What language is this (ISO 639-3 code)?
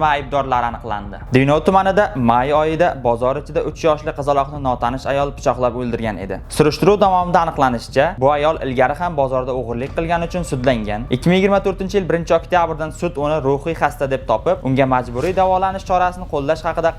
uzb